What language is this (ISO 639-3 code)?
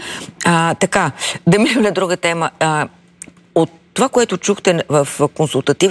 bul